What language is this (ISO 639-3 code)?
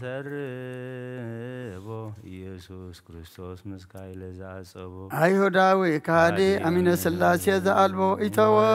gez